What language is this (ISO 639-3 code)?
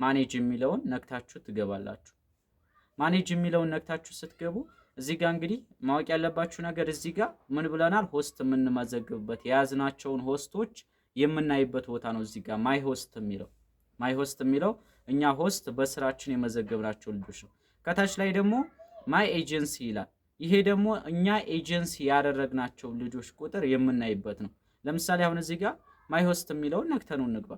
amh